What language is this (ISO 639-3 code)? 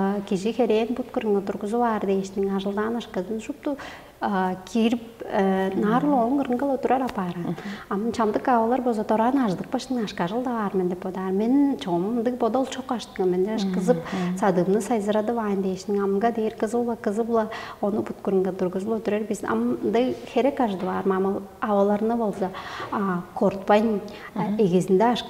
tyv